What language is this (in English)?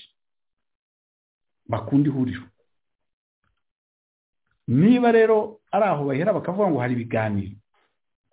Kinyarwanda